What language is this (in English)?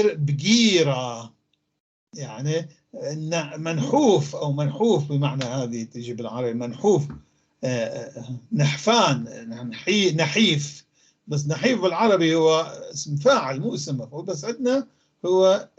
North Levantine Arabic